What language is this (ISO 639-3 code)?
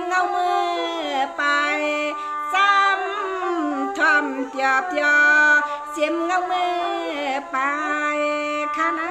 shn